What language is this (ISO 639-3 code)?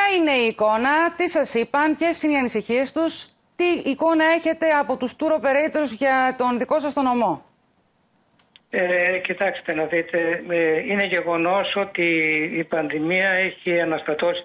ell